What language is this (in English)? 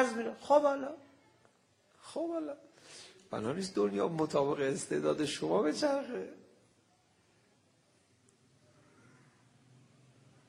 Persian